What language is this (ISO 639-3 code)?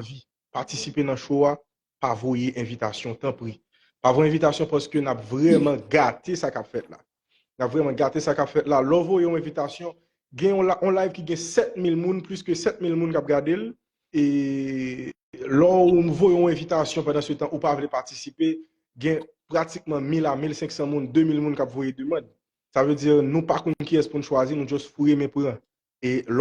hat